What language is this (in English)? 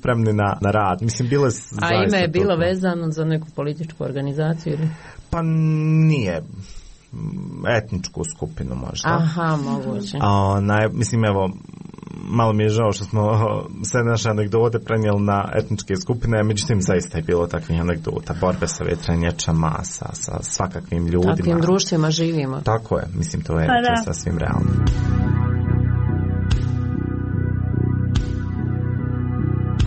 Croatian